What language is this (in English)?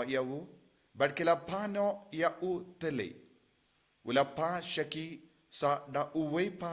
Khasi